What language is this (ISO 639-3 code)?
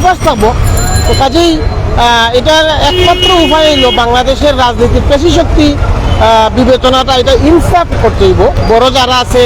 syl